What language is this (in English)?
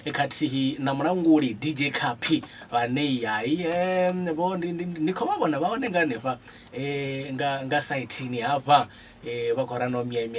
Venda